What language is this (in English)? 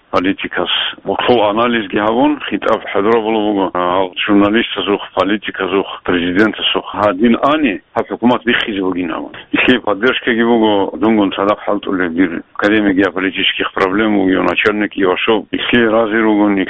Avaric